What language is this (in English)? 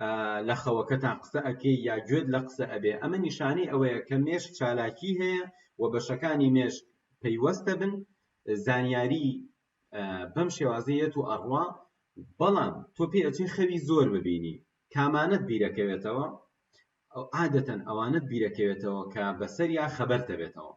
Central Kurdish